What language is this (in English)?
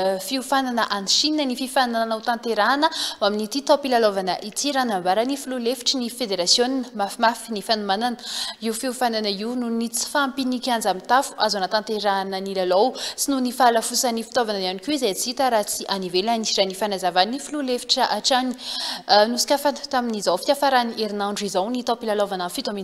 Malagasy